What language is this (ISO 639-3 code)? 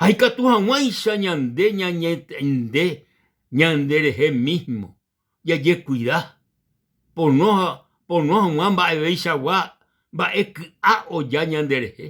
grn